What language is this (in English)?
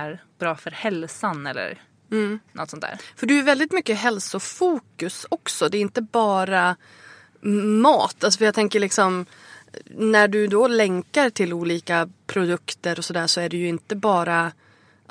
Swedish